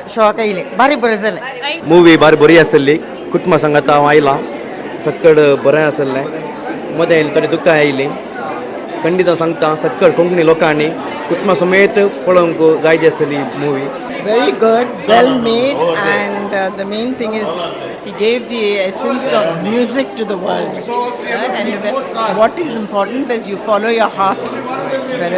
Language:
Konkani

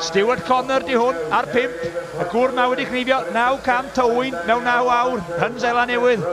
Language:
Welsh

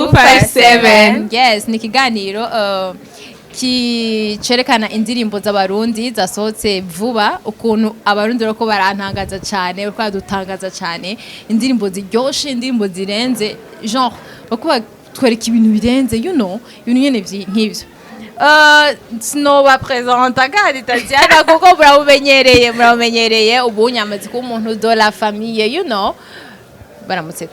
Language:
Rundi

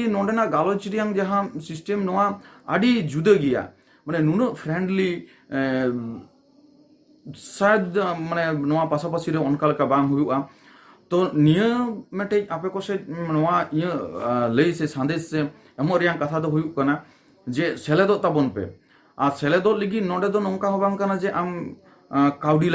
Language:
Santali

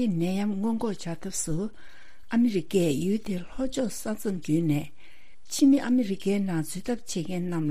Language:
Tibetan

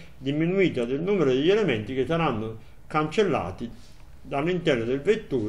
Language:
Italian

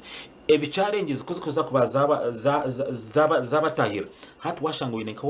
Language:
Nyankole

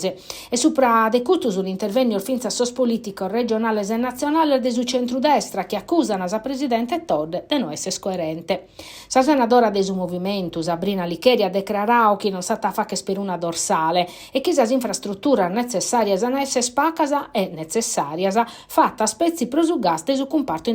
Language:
Sardinian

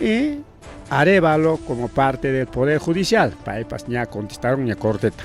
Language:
Ayacucho Quechua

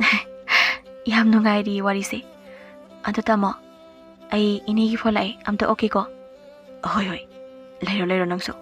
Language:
Manipuri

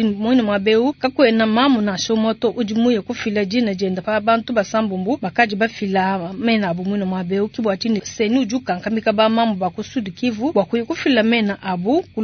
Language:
Luba-Lulua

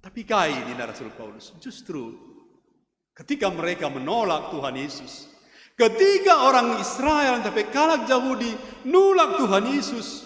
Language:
Batak Karo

